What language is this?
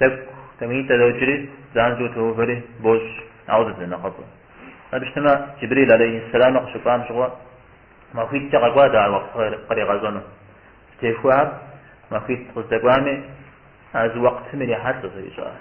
Kabardian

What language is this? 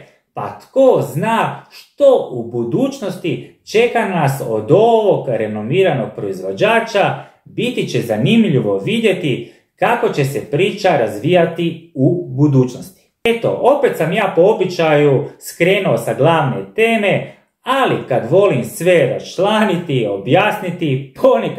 Croatian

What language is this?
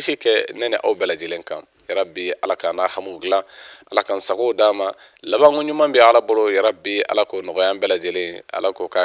Bambara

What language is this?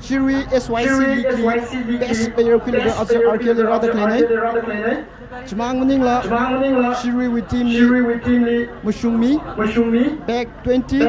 Tangkhul Naga (India)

